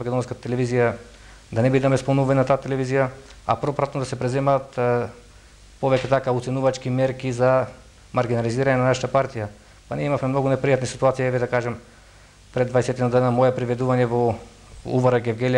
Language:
Macedonian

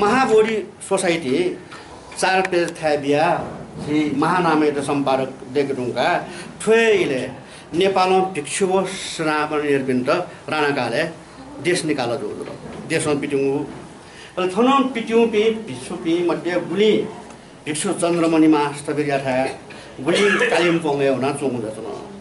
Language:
Newari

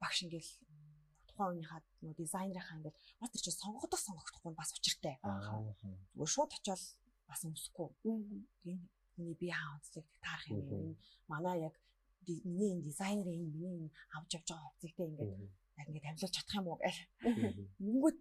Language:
Mongolian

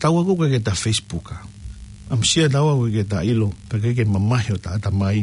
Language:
Tongan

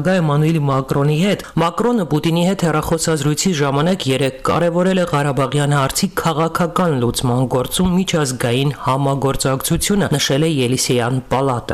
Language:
Armenian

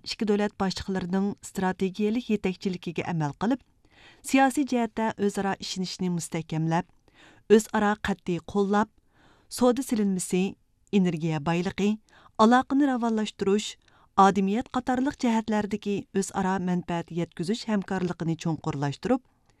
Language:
Uyghur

